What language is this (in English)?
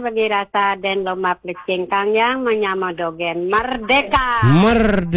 Balinese